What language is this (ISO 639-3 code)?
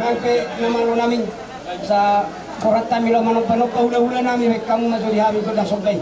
bbc